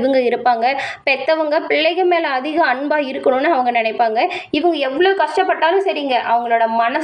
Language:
Tamil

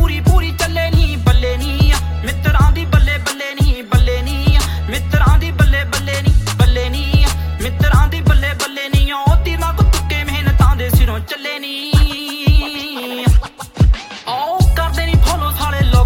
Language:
Punjabi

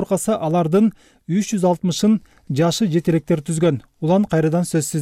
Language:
Kyrgyz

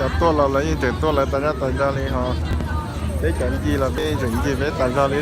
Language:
Hmong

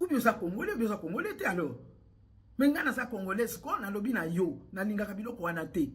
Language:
Lingala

